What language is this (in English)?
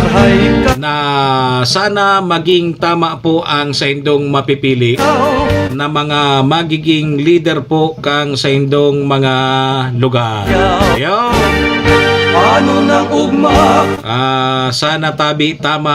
Bikol